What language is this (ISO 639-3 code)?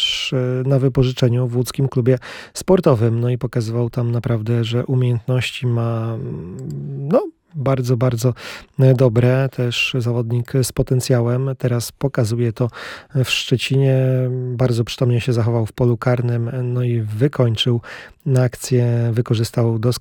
pol